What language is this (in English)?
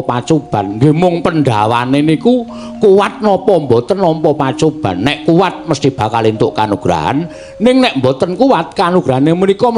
Javanese